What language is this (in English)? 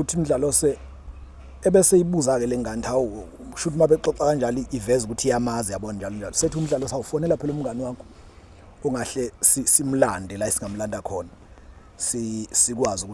Zulu